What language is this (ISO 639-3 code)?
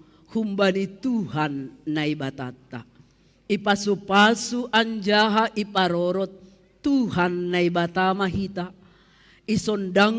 bts